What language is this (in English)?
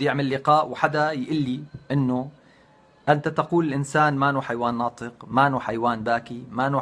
North Levantine Arabic